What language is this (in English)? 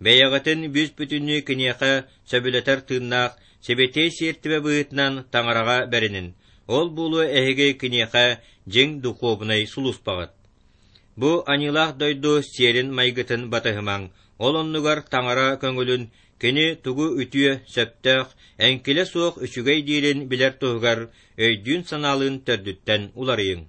Yakut